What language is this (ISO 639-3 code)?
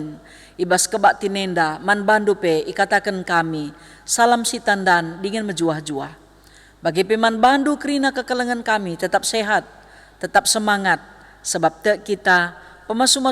btx